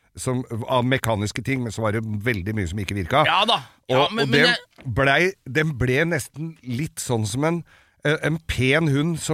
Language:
Norwegian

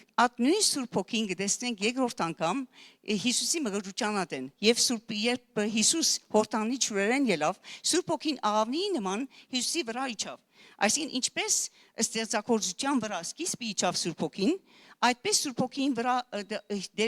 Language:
Western Armenian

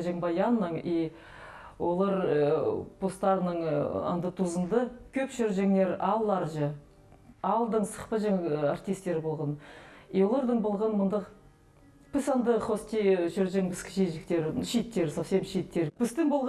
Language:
Khakas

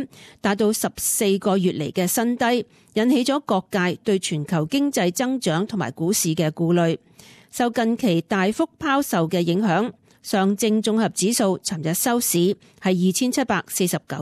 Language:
Cantonese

